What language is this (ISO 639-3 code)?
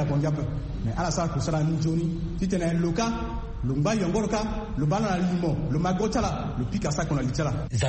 sag